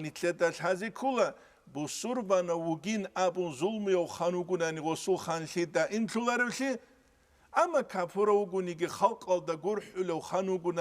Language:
Avaric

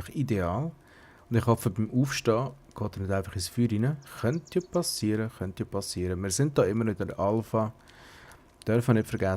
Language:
Swiss German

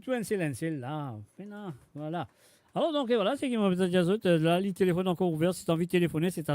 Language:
Morisyen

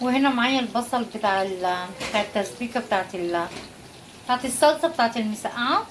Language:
Egyptian Arabic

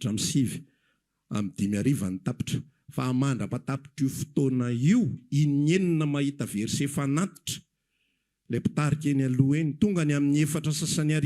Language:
Malagasy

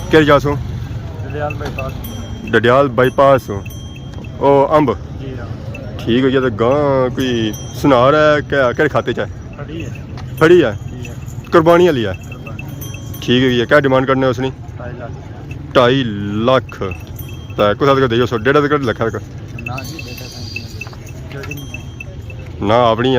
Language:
Pahari-Potwari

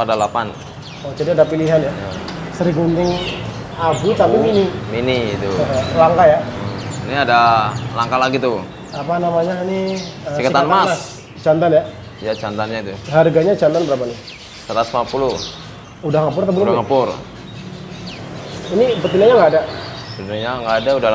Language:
Indonesian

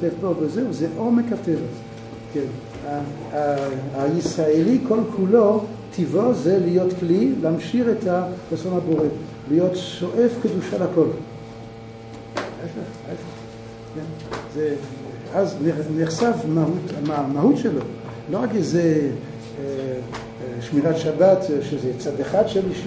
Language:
Hebrew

